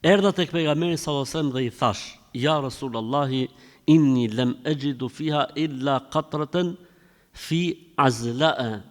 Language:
Albanian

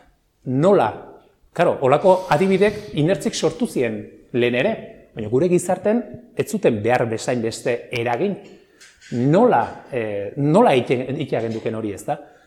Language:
Basque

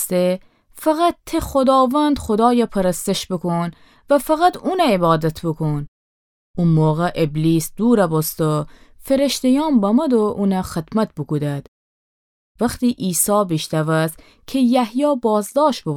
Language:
Gilaki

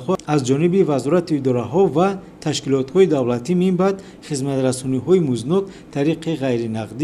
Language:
Tajik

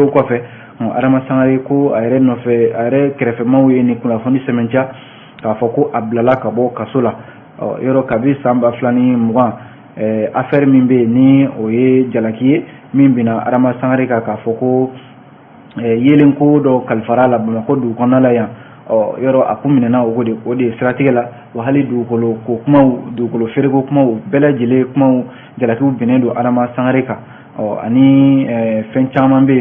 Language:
Bambara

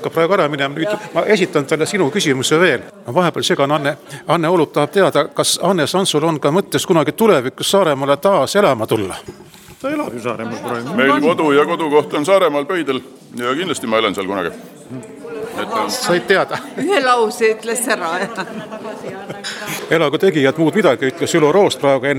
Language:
Estonian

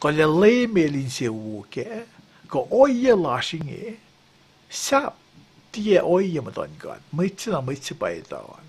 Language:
Kosraean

